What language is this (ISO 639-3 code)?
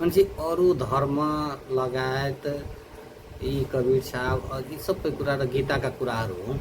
nep